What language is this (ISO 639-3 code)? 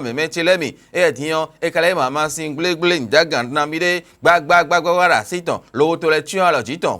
fon